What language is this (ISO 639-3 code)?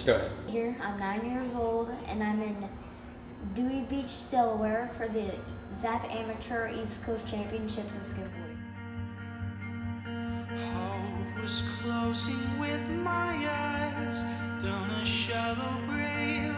eng